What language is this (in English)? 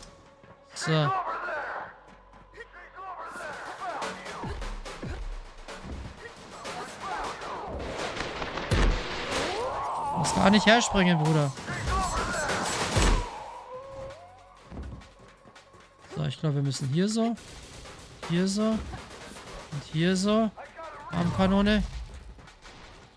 German